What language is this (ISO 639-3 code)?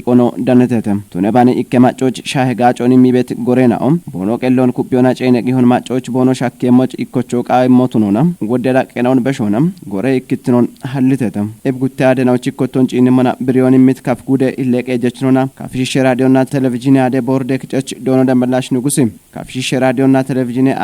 kbr